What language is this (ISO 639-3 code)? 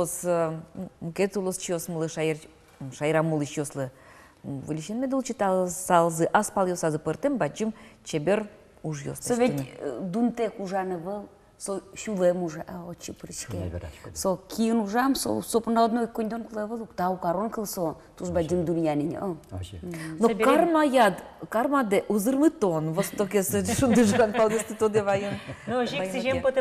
udm